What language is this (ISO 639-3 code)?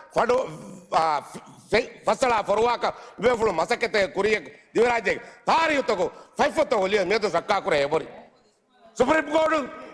div